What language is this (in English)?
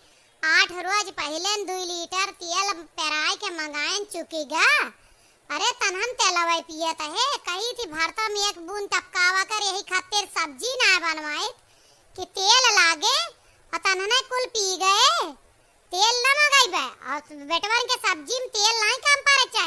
Awadhi